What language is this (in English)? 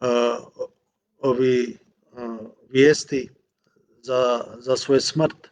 Bosnian